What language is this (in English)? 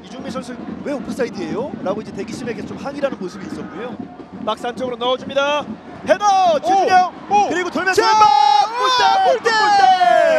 Korean